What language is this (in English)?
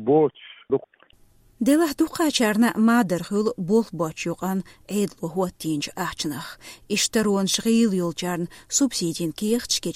Chechen